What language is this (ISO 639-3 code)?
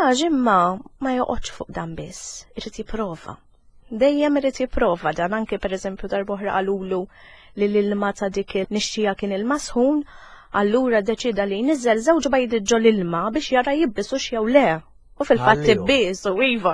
mlt